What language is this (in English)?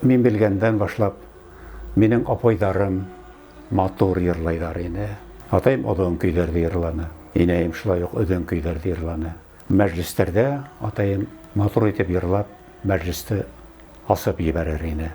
Bashkir